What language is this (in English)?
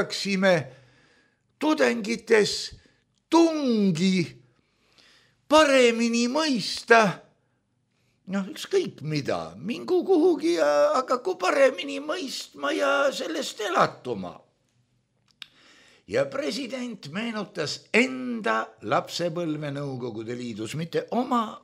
Estonian